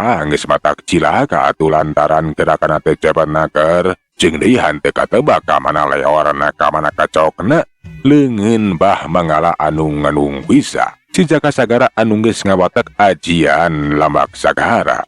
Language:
Sundanese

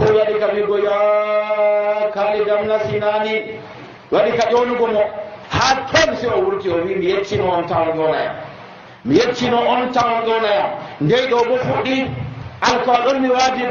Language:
Nigerian Fulfulde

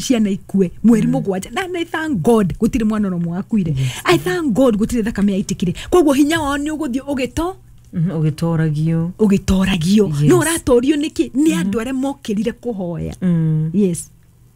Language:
Kikuyu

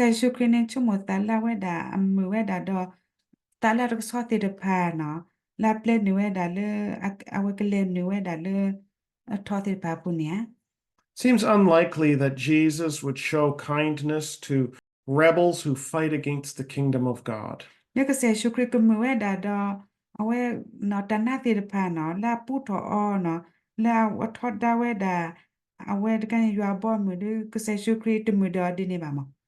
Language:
S'gaw Karen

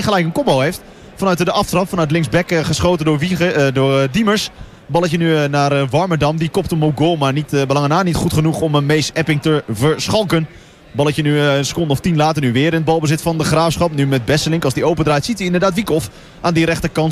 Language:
Dutch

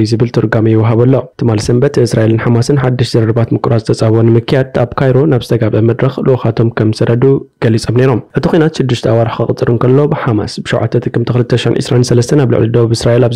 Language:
Tigrinya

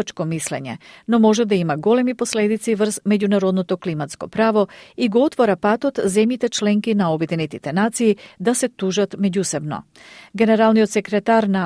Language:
Macedonian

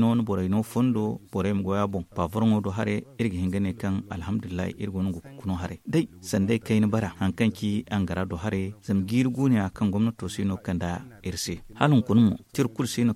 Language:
Zarma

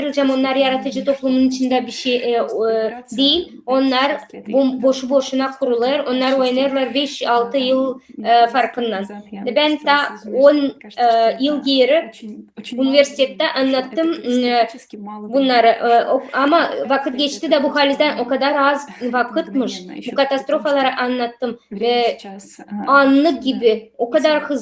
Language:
Gagauz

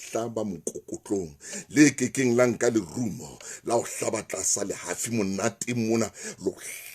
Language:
Southern Sotho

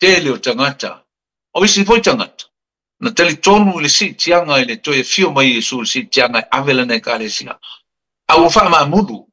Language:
Samoan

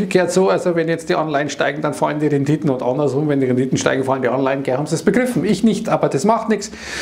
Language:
German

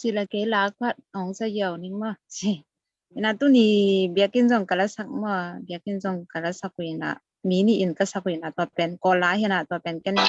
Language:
Tedim Chin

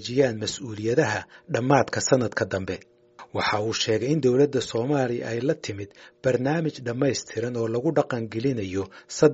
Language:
Somali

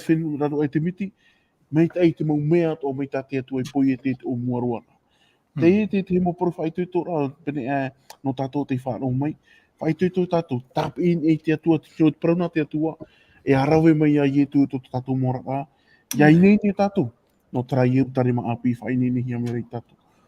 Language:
Tahitian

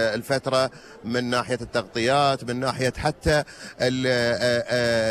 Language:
Gulf Arabic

